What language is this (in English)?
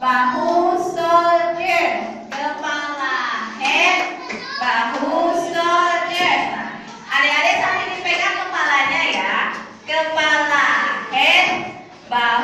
Indonesian